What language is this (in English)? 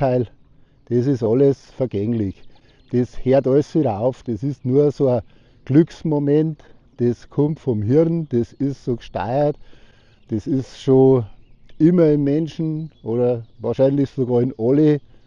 Bavarian